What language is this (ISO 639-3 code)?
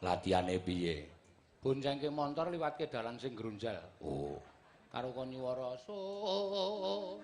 jav